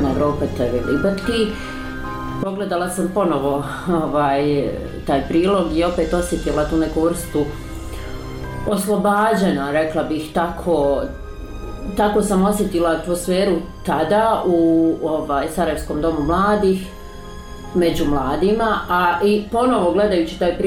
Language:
Bosnian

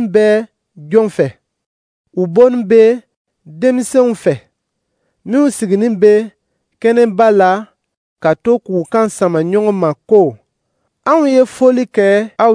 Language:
Dyula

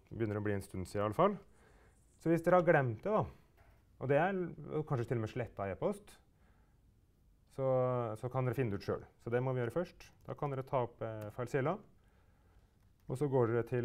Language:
Norwegian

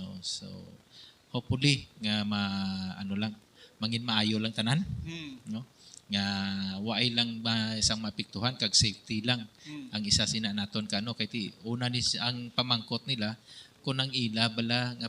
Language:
Hiligaynon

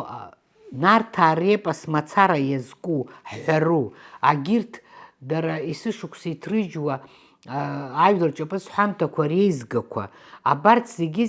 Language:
Abkhazian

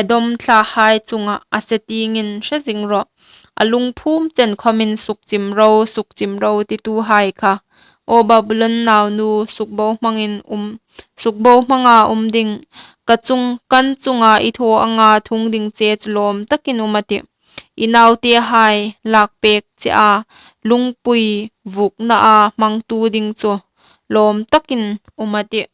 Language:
Hmar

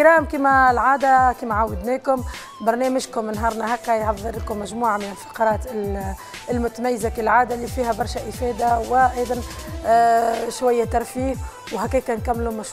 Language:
Tunisian Arabic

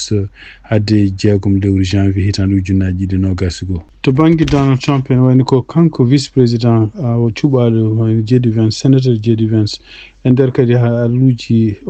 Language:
Fula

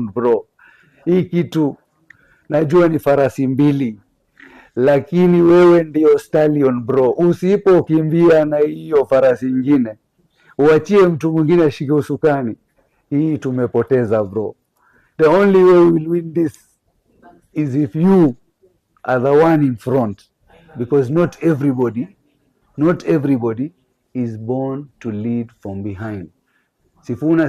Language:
Swahili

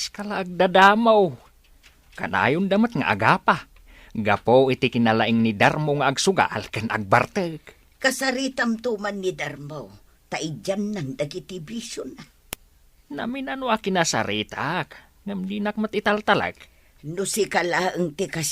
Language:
Iloko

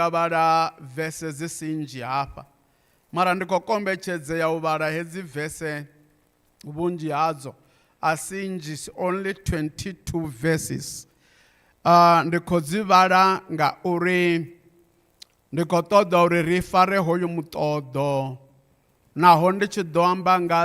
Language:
Venda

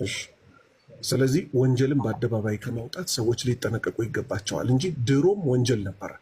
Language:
Amharic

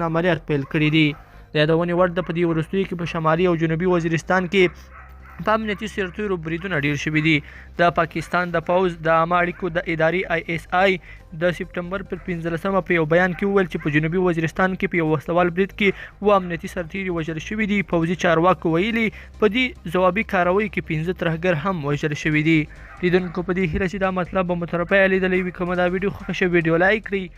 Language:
Pashto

